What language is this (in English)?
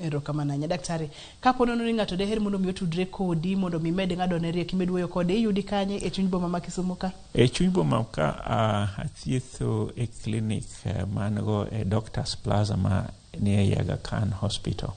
Luo (Kenya and Tanzania)